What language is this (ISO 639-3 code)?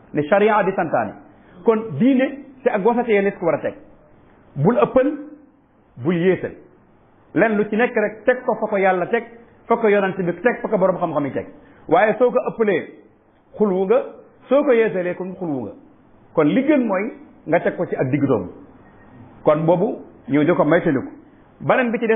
wol